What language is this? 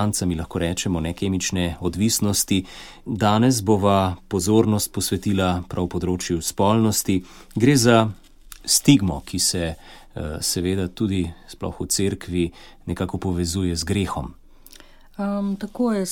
Slovenian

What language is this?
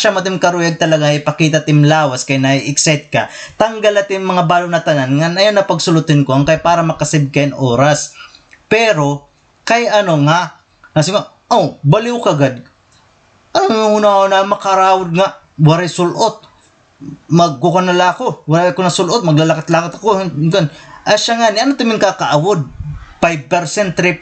Waray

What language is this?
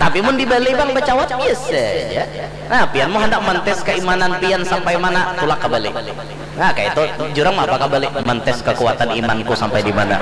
Banjar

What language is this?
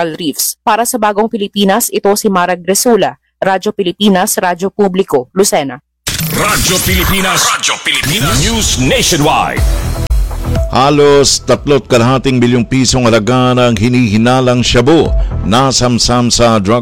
Filipino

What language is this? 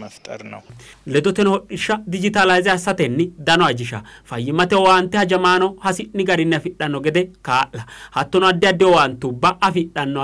Sidamo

